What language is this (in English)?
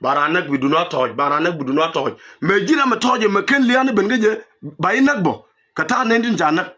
Nuer